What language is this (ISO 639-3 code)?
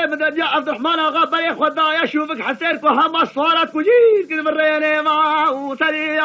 kur